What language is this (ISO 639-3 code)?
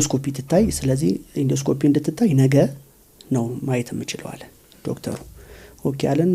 amh